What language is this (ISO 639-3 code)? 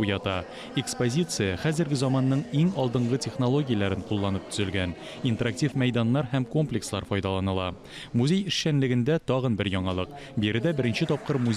tat